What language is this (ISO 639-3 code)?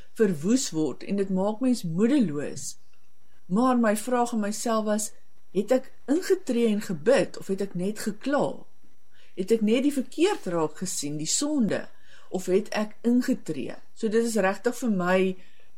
afr